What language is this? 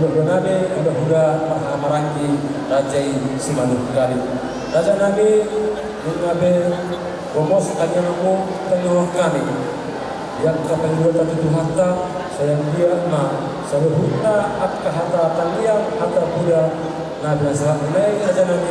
Batak Toba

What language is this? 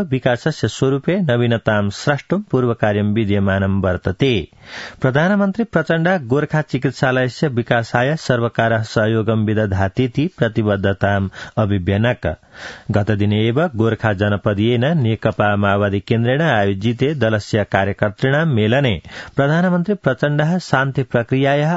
Sanskrit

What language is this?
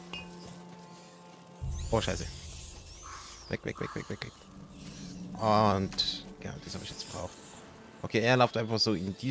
German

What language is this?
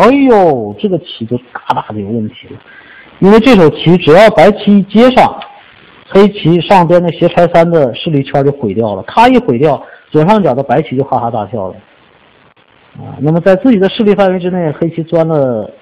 Chinese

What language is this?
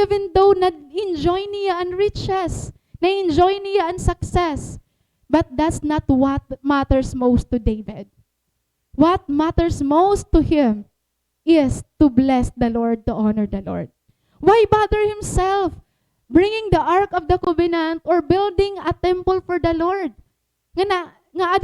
Waray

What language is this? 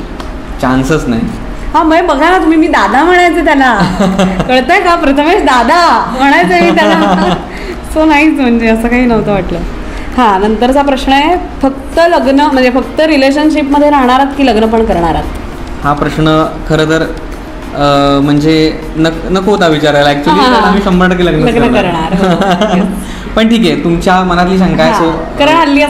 Marathi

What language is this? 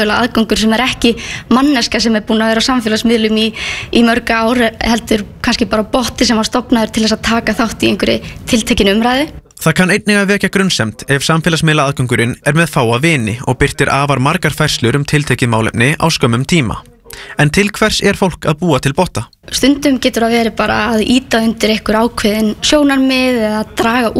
Icelandic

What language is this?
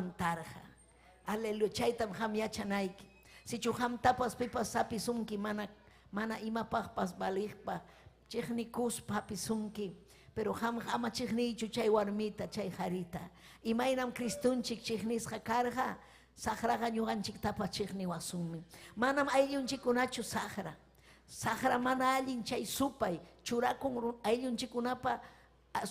Ayacucho Quechua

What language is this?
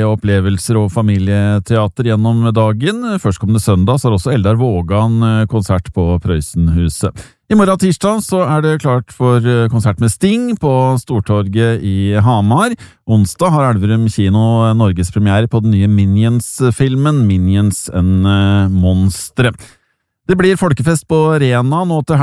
Norwegian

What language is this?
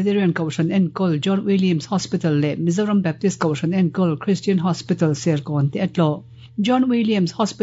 Mizo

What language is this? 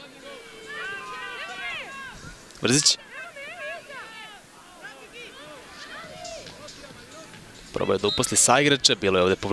Serbian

